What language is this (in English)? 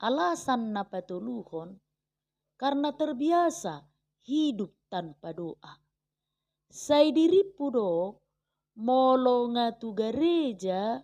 Batak Toba